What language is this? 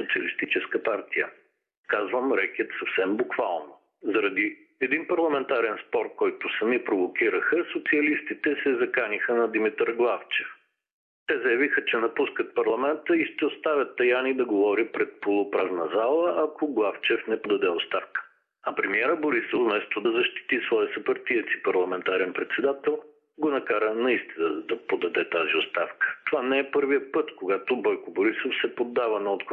Bulgarian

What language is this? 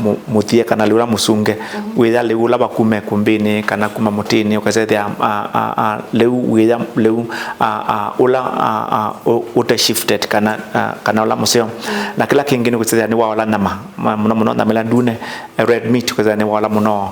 Kamba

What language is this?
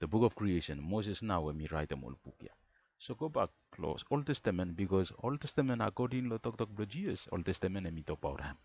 Bislama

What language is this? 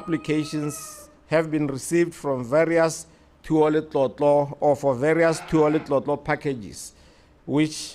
Tswana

